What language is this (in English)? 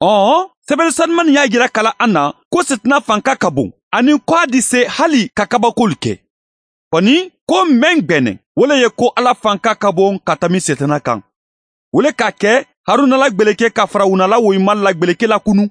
Bambara